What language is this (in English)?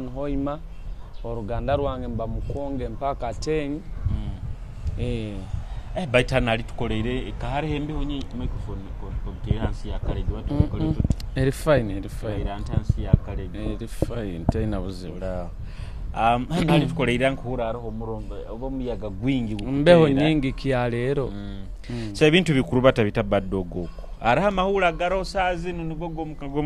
Nyoro